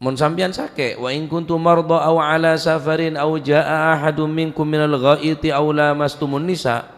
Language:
Madurese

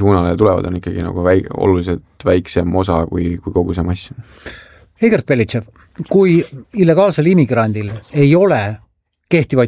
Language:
Estonian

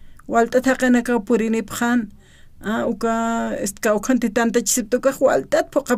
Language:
Aymara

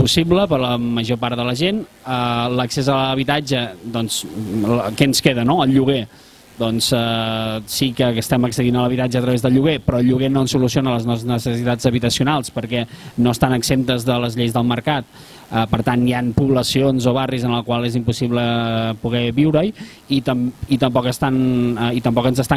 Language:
Catalan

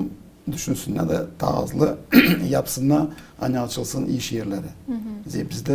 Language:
Gagauz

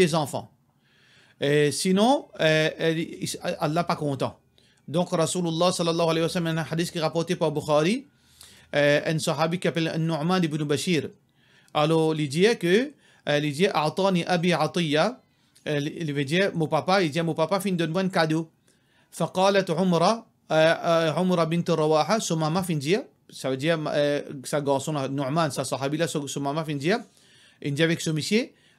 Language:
Morisyen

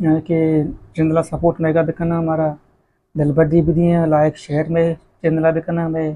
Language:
Baluchi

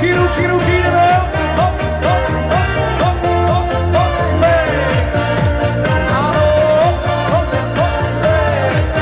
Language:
Slovak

